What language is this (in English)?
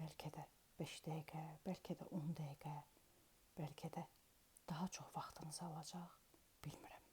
Azerbaijani